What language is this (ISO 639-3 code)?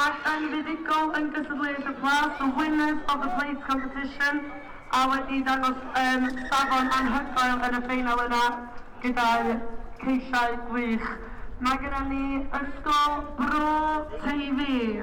cym